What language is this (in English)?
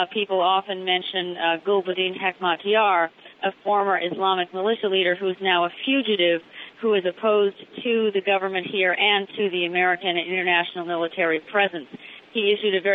English